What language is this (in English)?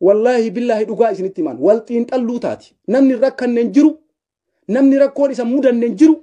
Oromo